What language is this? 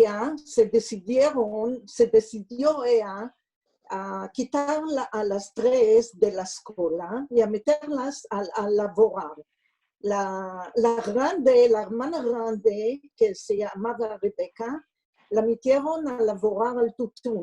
Ladino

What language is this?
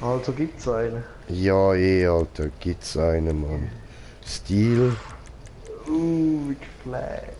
Swiss German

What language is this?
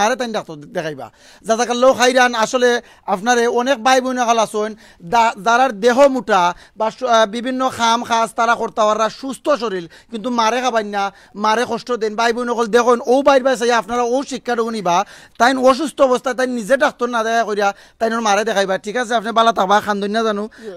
Sylheti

